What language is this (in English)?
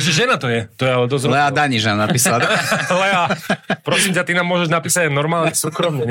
Slovak